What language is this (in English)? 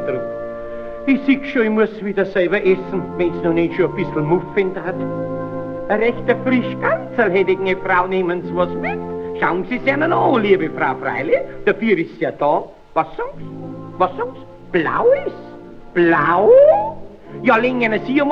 Bavarian